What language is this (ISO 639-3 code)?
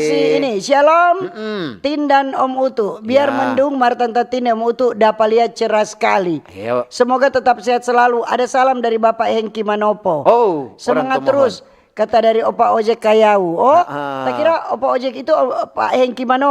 xmm